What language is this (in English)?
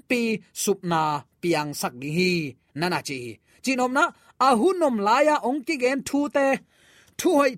Tedim Chin